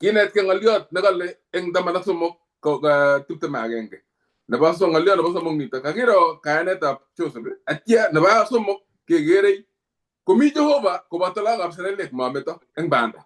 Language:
Kalenjin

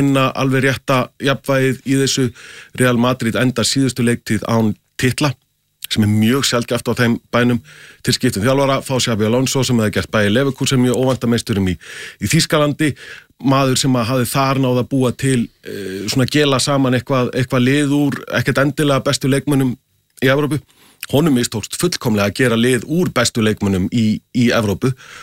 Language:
Icelandic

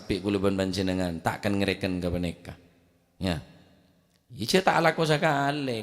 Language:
Madurese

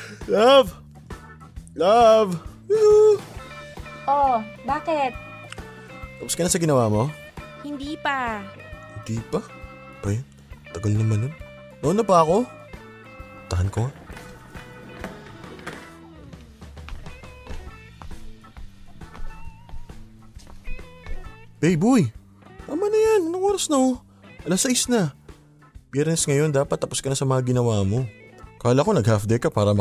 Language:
Filipino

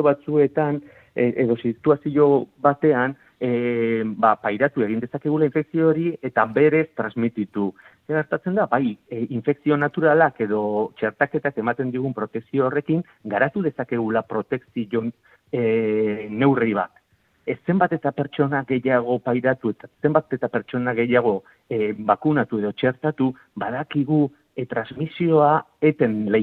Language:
Basque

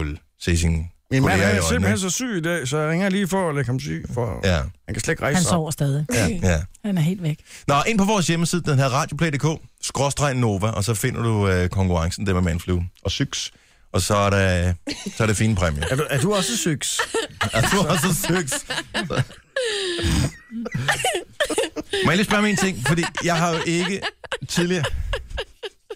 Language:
Danish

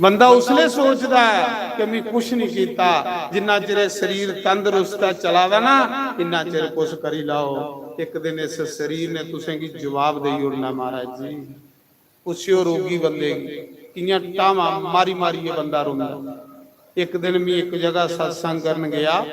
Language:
Dogri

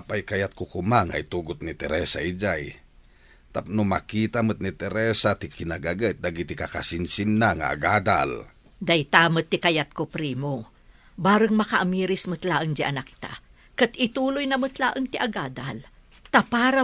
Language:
Iloko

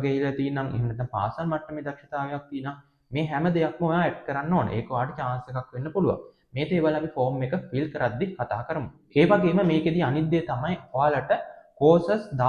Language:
Sinhala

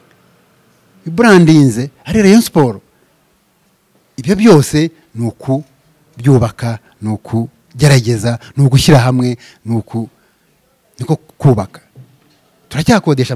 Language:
Kinyarwanda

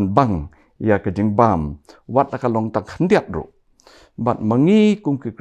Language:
Khasi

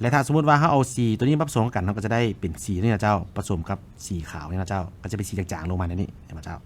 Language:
Lao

